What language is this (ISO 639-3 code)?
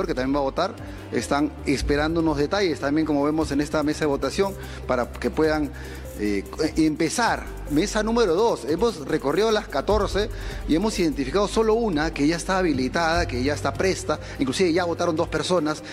spa